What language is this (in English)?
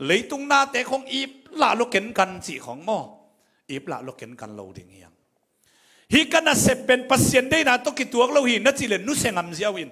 Tedim Chin